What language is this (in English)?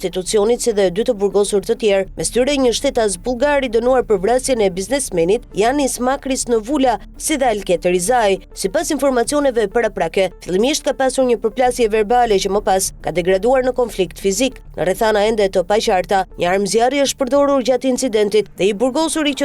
Albanian